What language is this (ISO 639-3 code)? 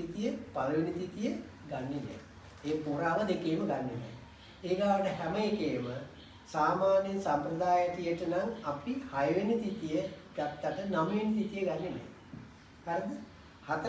sin